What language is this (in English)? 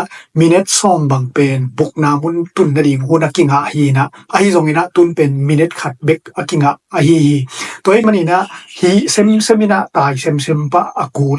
Tedim Chin